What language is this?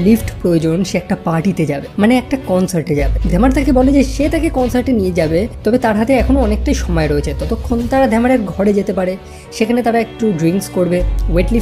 Bangla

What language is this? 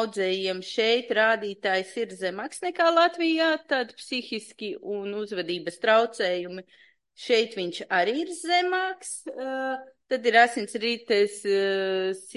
Latvian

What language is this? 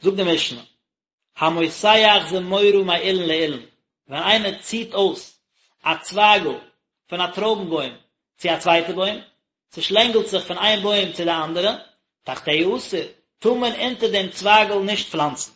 Yiddish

